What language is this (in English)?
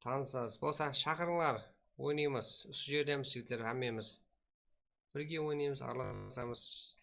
Kara-Kalpak